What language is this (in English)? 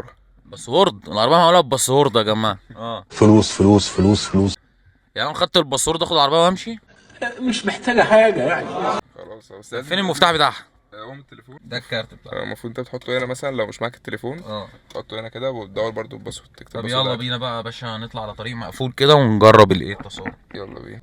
Egyptian Arabic